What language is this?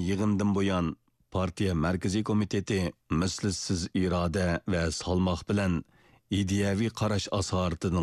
Uyghur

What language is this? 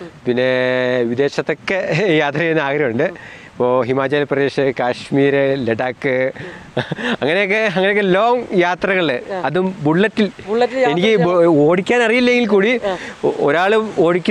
Malayalam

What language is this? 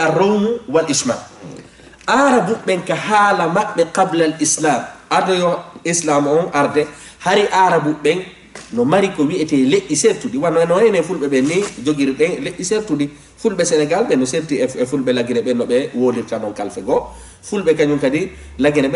Fula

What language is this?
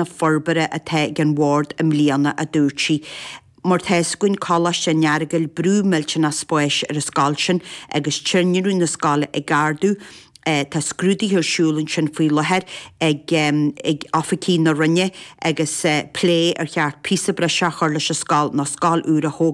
Irish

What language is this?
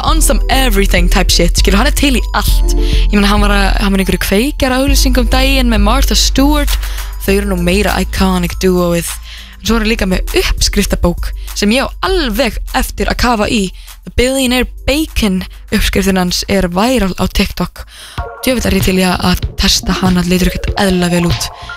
Icelandic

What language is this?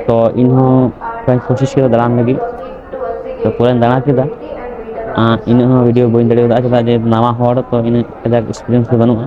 Santali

